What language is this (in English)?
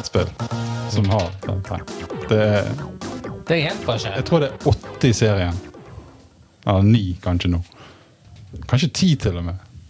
Norwegian